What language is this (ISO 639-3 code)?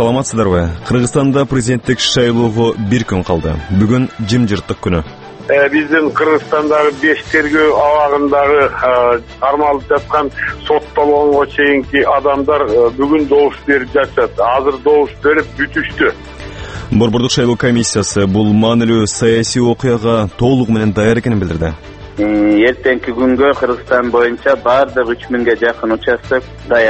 kir